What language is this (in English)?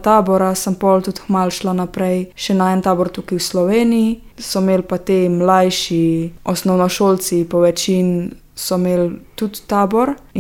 Slovenian